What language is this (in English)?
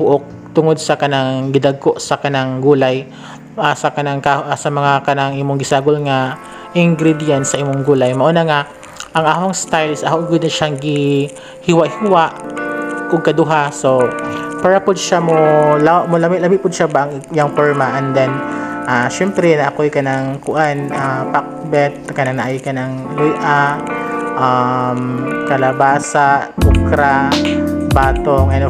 Cebuano